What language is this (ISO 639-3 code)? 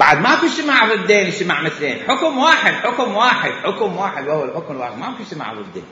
acm